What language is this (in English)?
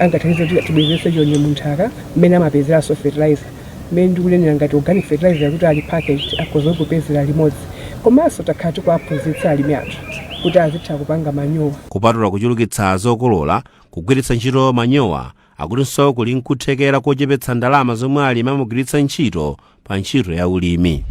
Nyanja